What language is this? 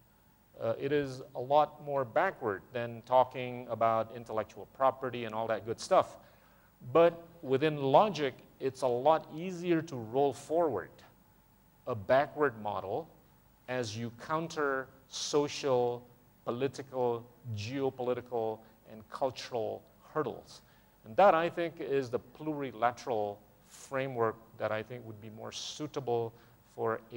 English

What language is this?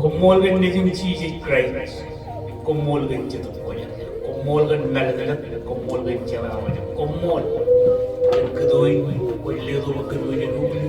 Marshallese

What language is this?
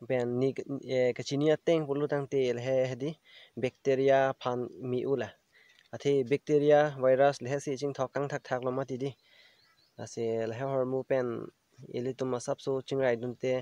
Karbi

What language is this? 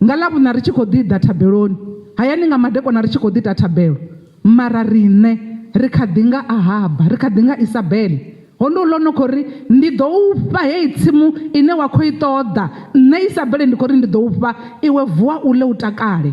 Venda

